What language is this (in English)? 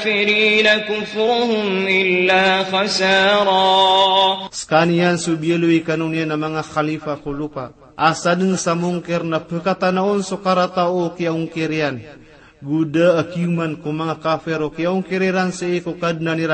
Maranao